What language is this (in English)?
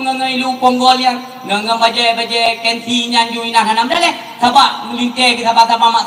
Achinese